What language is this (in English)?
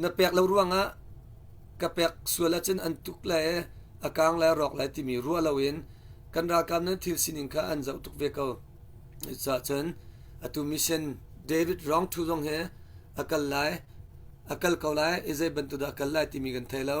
Hakha Chin